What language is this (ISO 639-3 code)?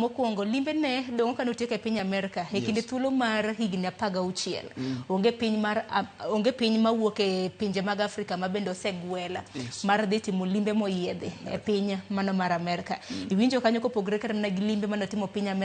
luo